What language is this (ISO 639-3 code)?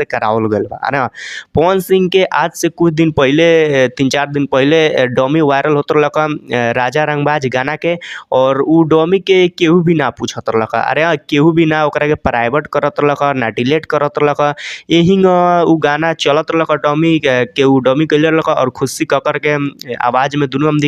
bho